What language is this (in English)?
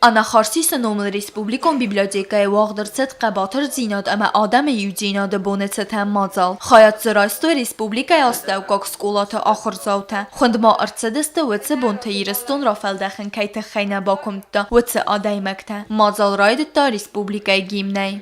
Ossetic